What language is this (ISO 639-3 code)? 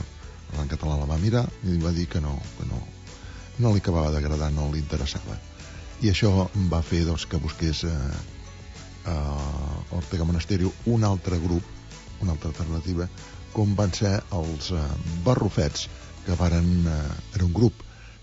cat